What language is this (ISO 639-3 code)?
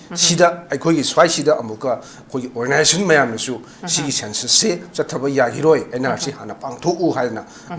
mni